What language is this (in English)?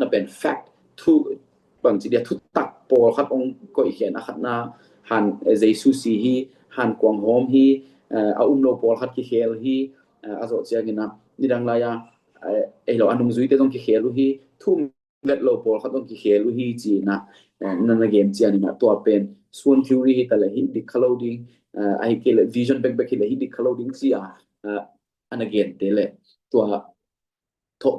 Tedim Chin